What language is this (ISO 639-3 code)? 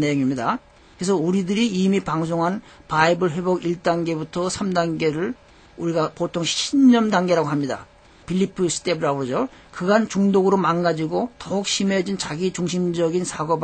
kor